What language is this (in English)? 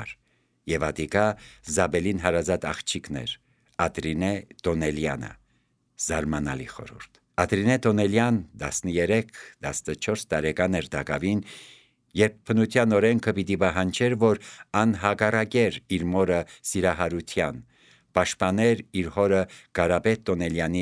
Armenian